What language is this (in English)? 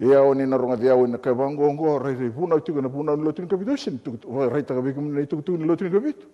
Fijian